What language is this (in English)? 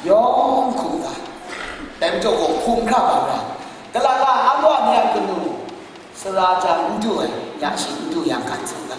Kachin